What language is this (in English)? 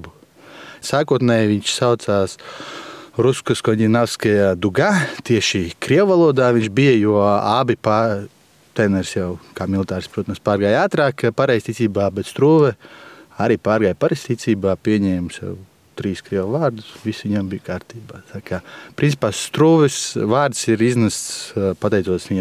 Latvian